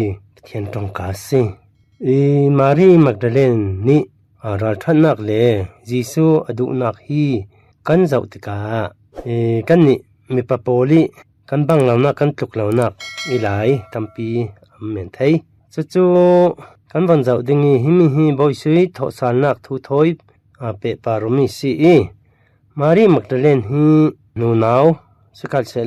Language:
Falam Chin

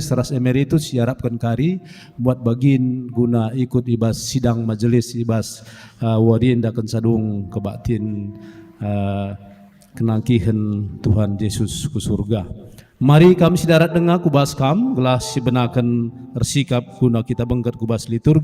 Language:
Batak Karo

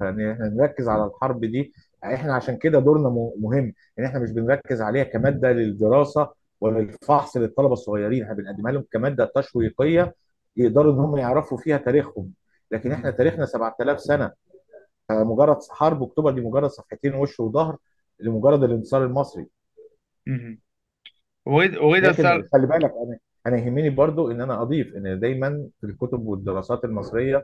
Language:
Egyptian Arabic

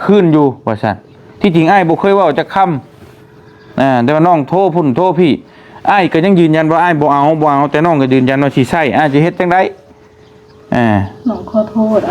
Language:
Northeastern Thai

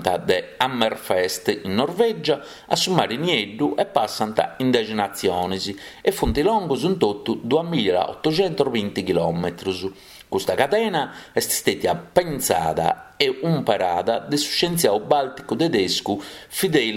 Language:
Sardinian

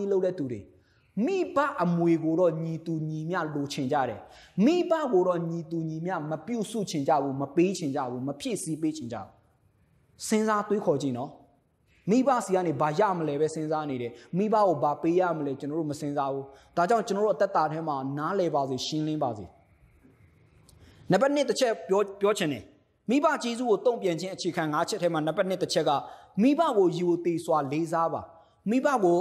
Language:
Burmese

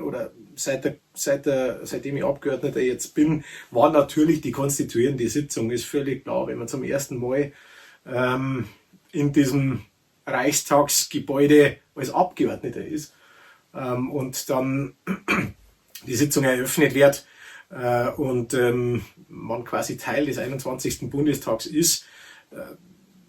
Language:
Bavarian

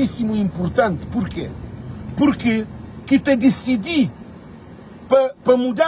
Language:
Kabuverdianu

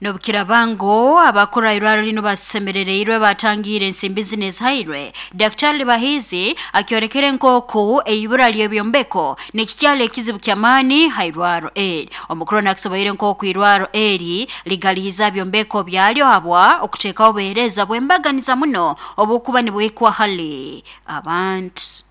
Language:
Nyoro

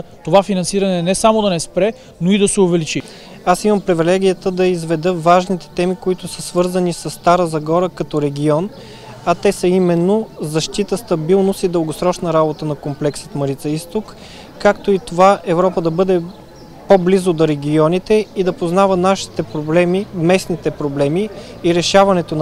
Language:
Bulgarian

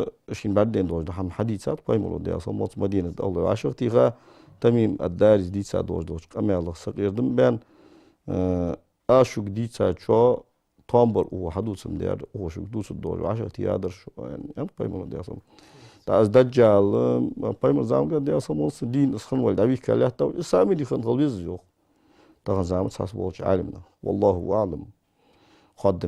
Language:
Ingush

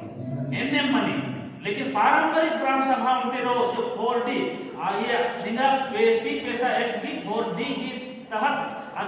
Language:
Kurukh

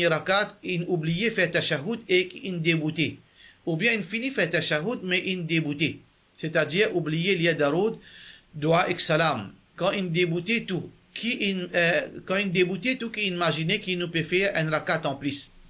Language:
Morisyen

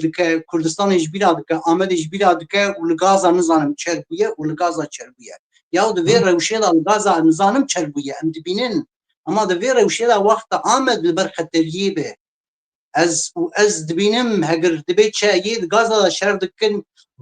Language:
Kurdish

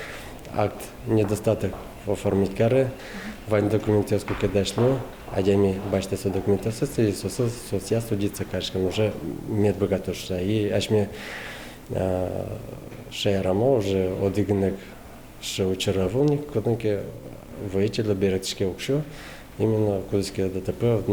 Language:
Udmurt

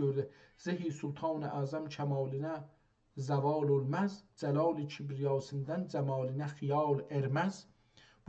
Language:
South Azerbaijani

